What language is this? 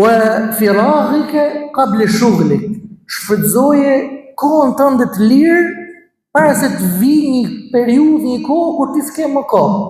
Albanian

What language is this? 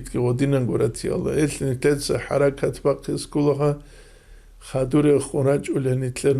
Avaric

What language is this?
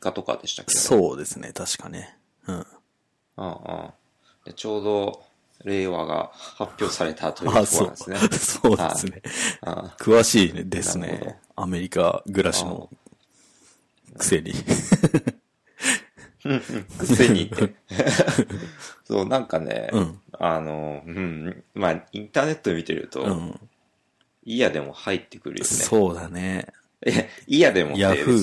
Japanese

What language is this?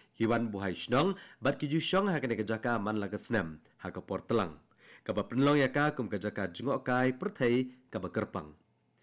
Khasi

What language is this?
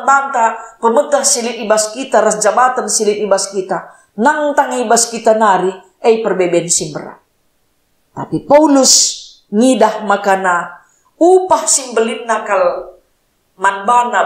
Batak Karo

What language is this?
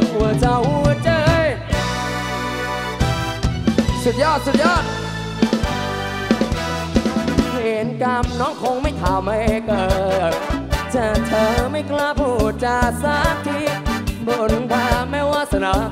Thai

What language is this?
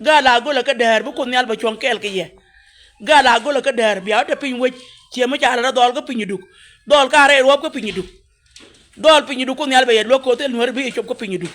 Nuer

